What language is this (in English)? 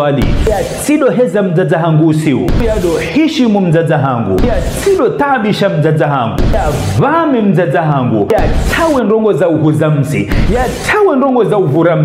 Ngazidja Comorian